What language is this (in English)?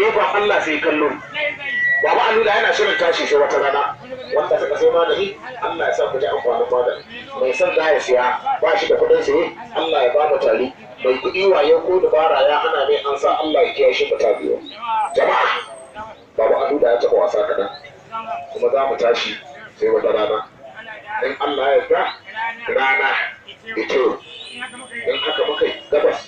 Hausa